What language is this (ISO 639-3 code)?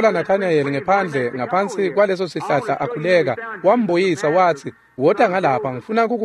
ssw